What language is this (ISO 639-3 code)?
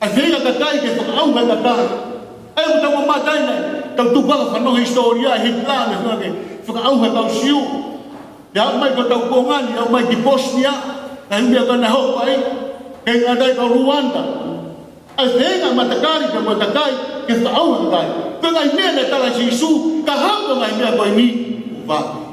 ton